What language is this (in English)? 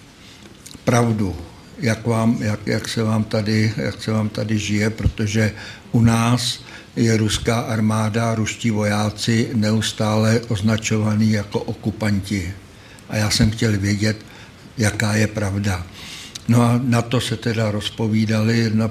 Czech